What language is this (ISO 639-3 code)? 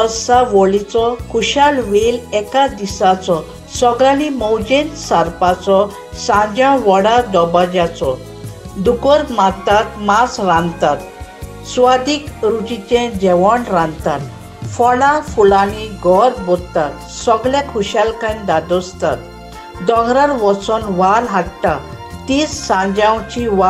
kok